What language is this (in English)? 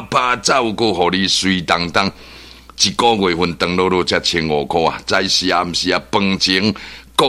Min Nan Chinese